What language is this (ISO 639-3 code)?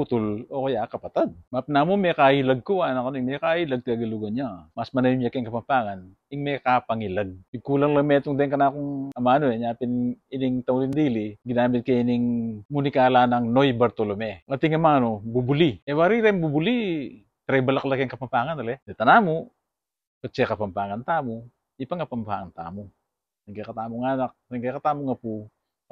pam